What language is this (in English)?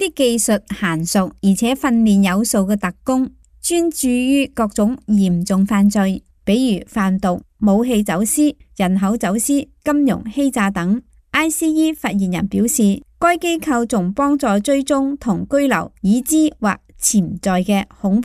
Cantonese